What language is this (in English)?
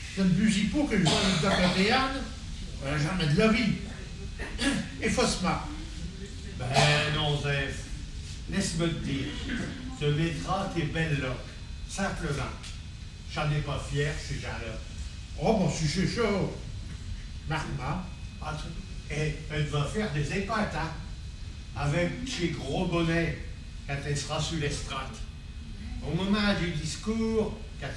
Picard